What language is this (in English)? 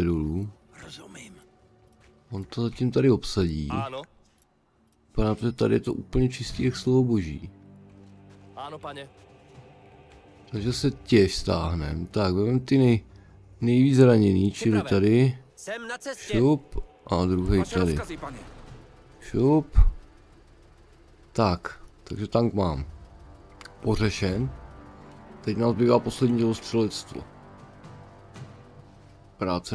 Czech